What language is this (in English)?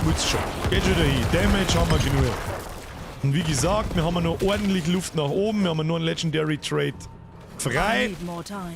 Bavarian